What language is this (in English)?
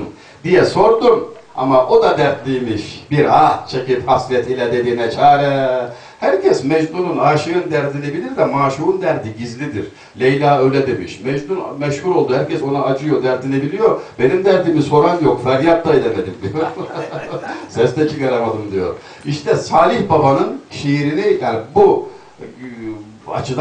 Turkish